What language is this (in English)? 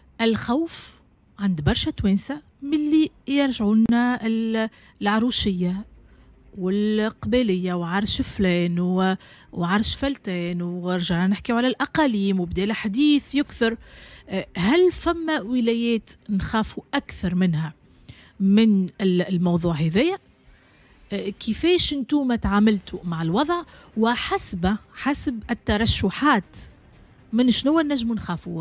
Tunisian Arabic